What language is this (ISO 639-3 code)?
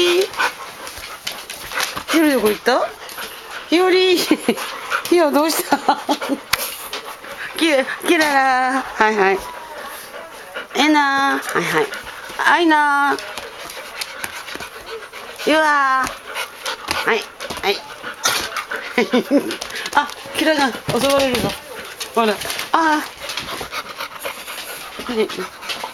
jpn